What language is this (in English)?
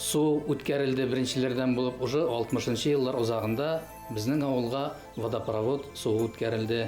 Bashkir